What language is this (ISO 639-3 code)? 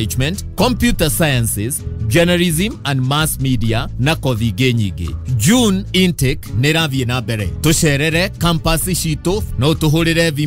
kik